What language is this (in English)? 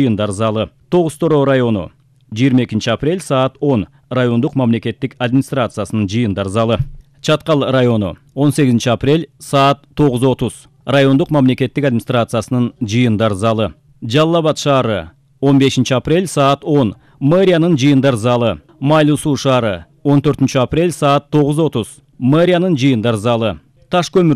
Kyrgyz